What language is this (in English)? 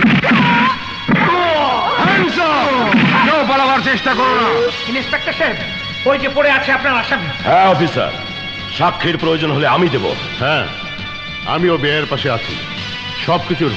Bangla